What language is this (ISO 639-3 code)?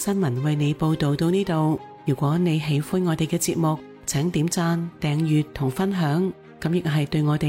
yue